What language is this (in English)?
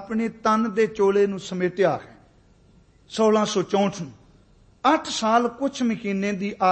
Punjabi